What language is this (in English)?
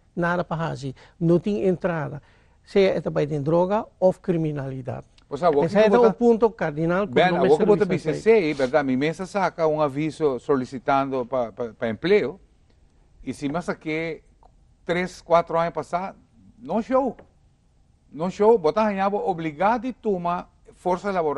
Papiamento